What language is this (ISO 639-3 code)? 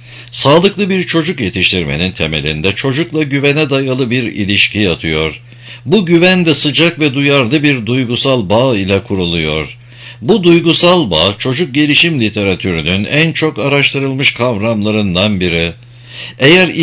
tur